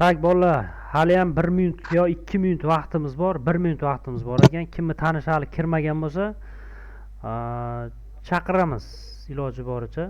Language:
Uzbek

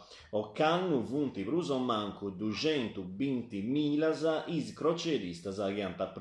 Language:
Sardinian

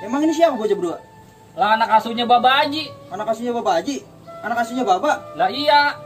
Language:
Betawi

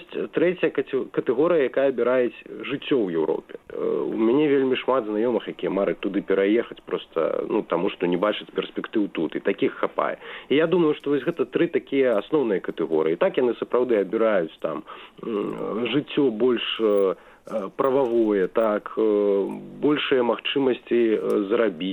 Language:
Belarusian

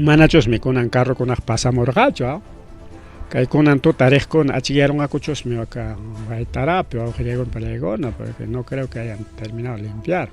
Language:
Ayacucho Quechua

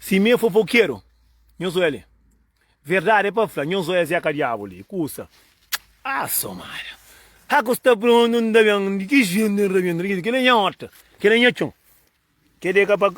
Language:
Kabuverdianu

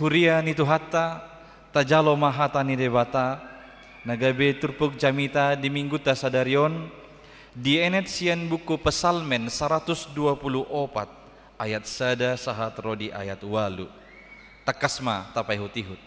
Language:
Batak Toba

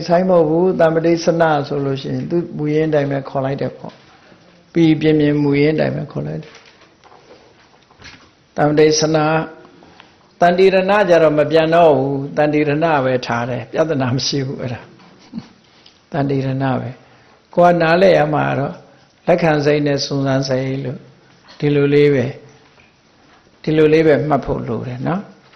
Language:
Burmese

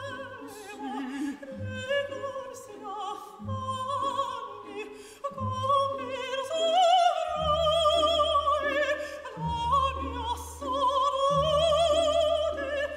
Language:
Italian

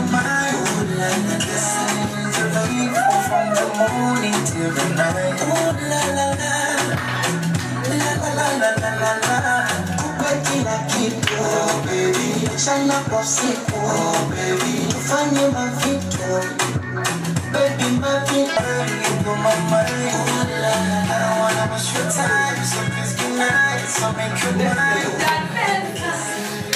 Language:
Kinyarwanda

